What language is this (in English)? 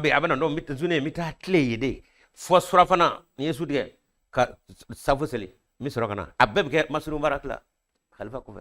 Bambara